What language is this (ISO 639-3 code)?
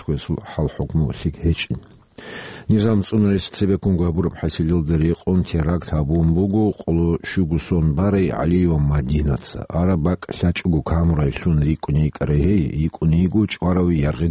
ava